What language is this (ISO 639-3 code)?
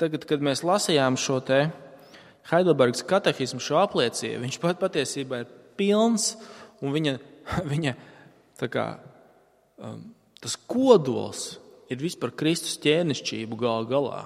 lav